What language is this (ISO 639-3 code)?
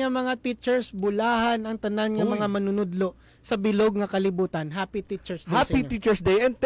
hil